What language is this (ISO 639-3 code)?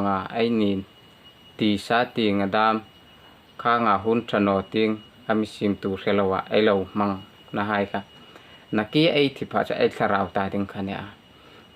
hmr